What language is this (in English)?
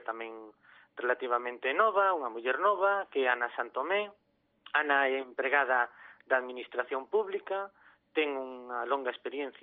Galician